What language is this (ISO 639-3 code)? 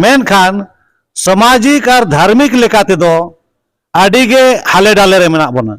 sat